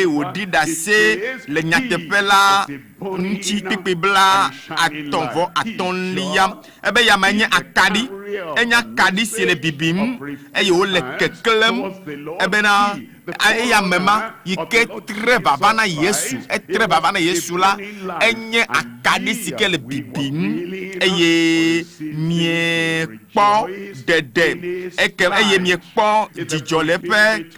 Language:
Ewe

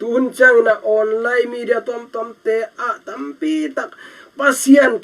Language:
Tedim Chin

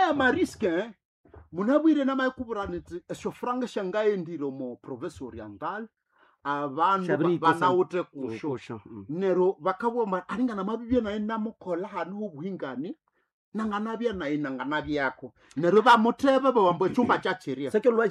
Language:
Nande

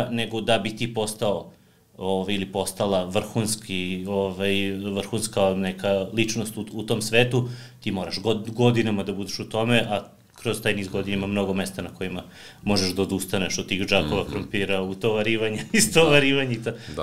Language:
Serbian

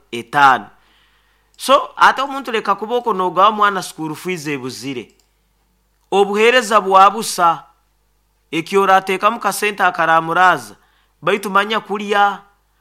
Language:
Nyoro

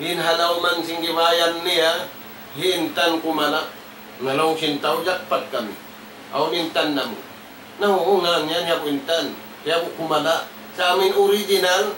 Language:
Tausug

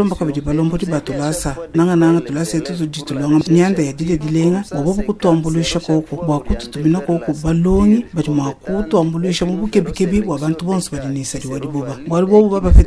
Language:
Luba-Lulua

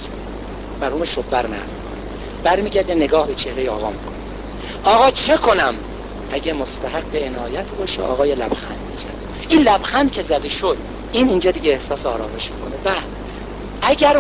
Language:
Persian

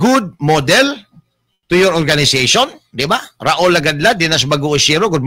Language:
Cebuano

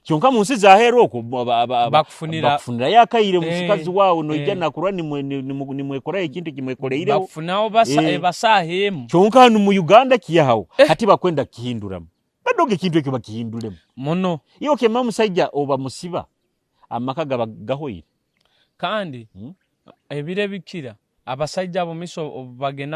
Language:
Nyoro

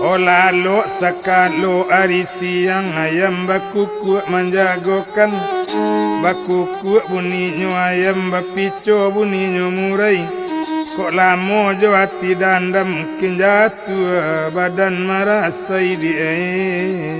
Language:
Minangkabau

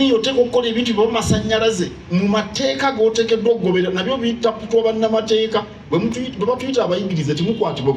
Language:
Ganda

